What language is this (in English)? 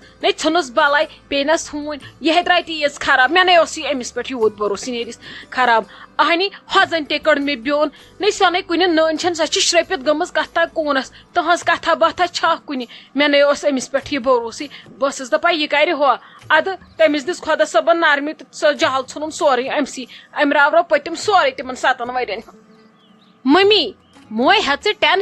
Kashmiri